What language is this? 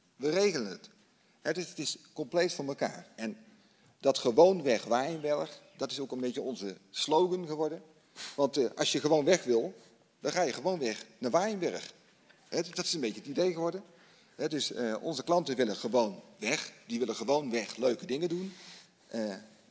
Dutch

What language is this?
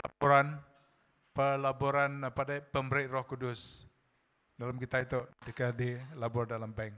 Iban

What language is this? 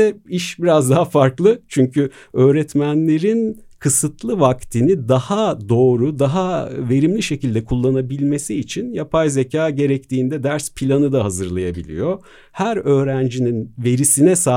Turkish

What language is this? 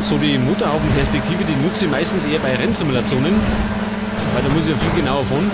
Bavarian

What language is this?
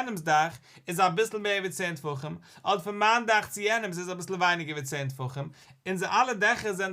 Yiddish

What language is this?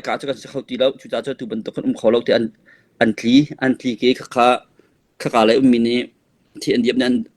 Hakha Chin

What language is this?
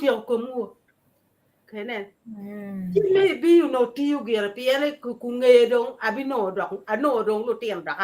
Acoli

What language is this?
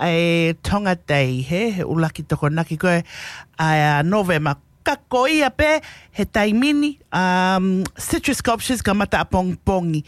Tongan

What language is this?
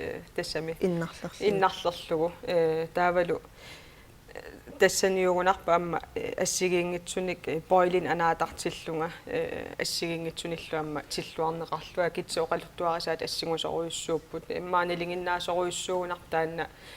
Kalaallisut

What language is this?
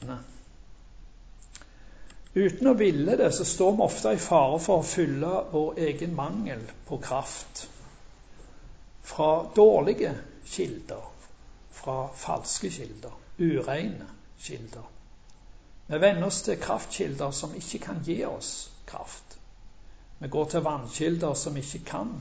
Norwegian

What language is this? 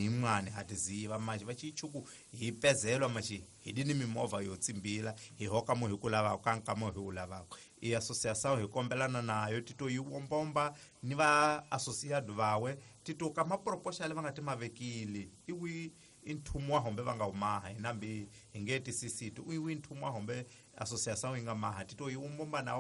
Tsonga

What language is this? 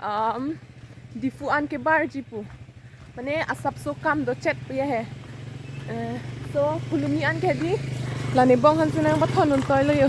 Karbi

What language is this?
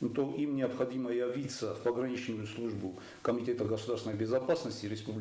Ossetic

